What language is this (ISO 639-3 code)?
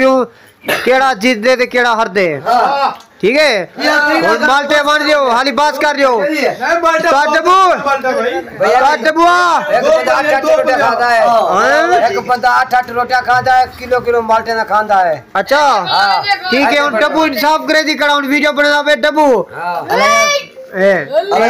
skr